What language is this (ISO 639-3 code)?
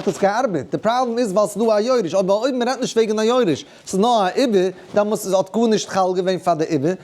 yid